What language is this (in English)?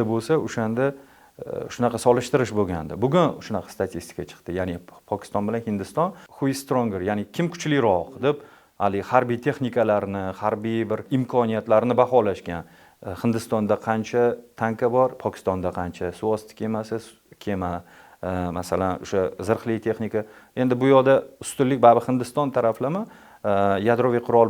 Uzbek